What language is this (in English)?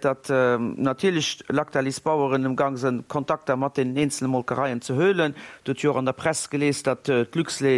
Luxembourgish